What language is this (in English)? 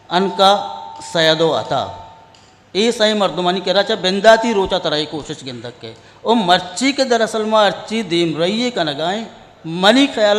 Eastern Balochi